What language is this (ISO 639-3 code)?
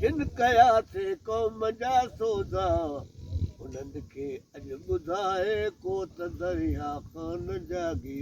snd